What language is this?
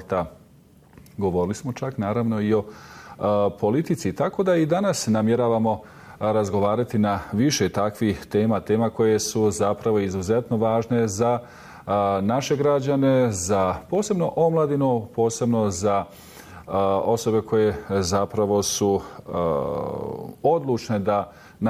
Bosnian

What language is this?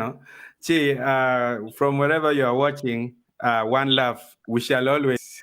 Acoli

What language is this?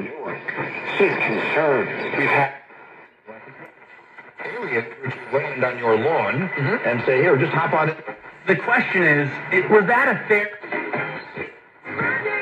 English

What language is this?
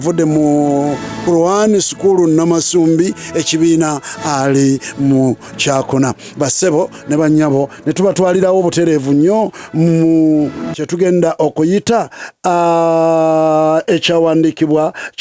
Ganda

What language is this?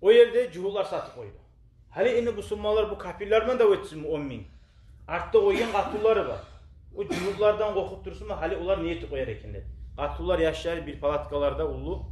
Kumyk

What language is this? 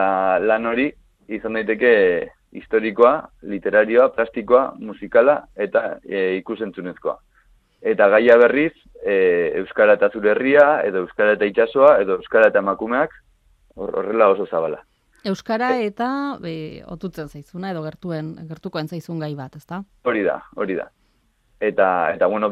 Basque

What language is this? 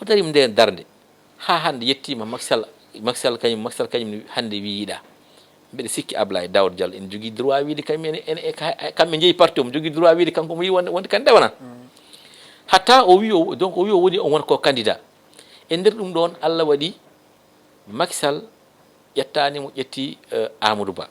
Fula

